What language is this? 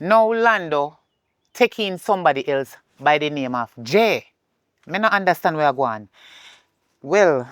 Jamaican Creole English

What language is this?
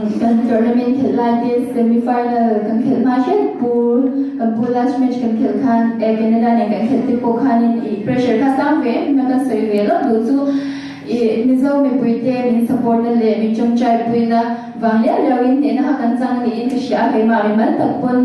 Mizo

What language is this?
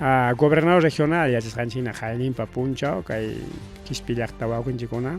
Ayacucho Quechua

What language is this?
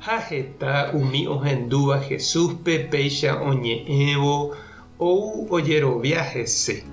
Guarani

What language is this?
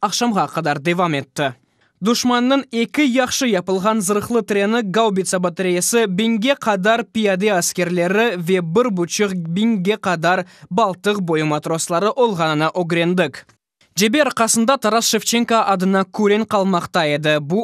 Crimean Tatar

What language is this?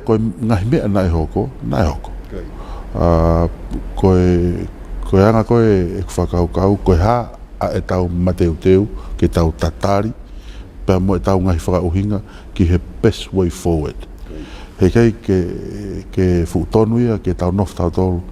Tongan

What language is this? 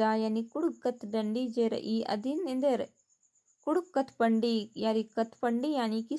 Kurukh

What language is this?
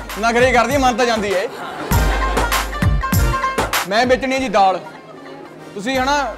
Punjabi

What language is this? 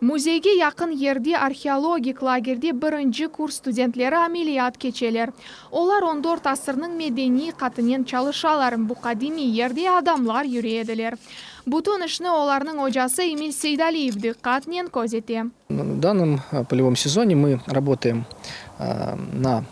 Crimean Tatar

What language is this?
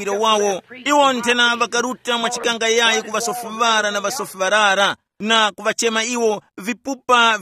Tumbuka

